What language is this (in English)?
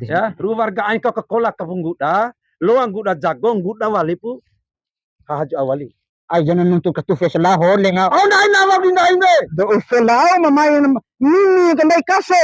Bima